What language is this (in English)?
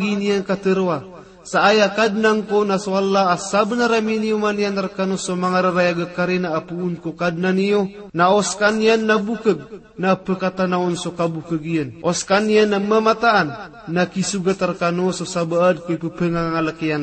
Maranao